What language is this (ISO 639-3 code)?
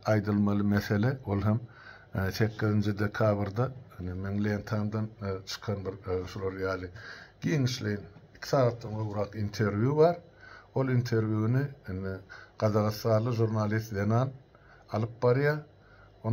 tuk